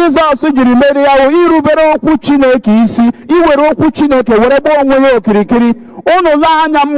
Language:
Igbo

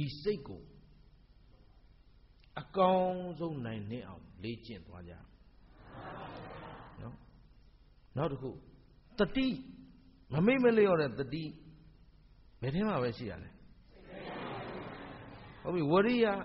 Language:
Burmese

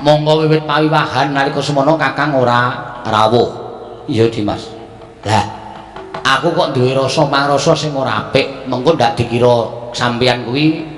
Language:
Javanese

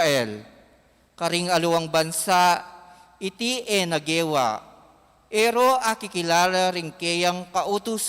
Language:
Pampanga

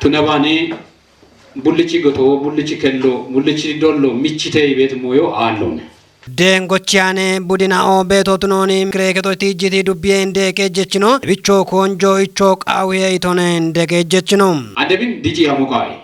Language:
Kafa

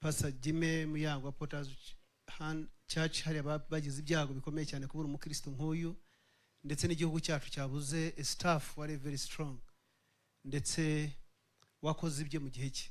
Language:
Kinyarwanda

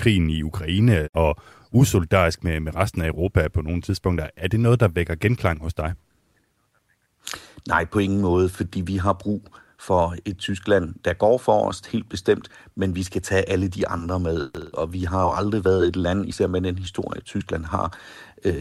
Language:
Danish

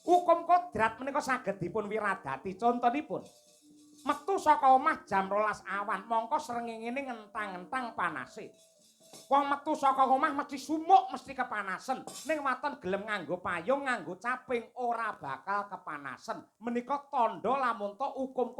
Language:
Javanese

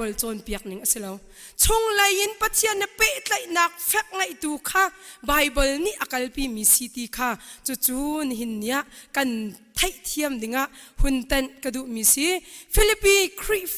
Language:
Hakha Chin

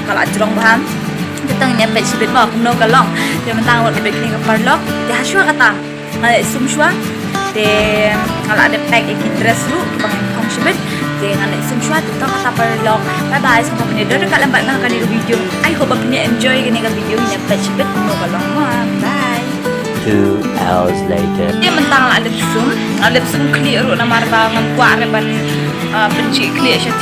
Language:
Khasi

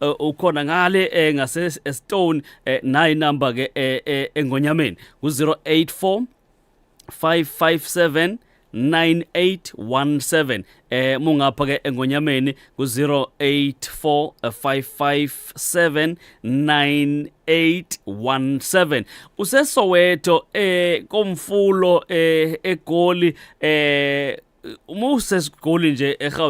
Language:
Zulu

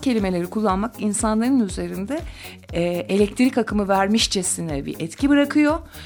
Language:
Turkish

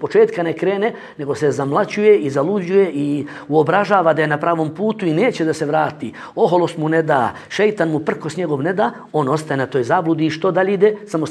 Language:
Bosnian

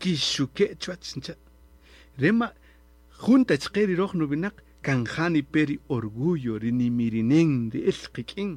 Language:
Kaqchikel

